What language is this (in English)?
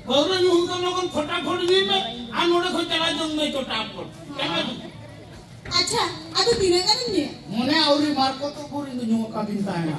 Santali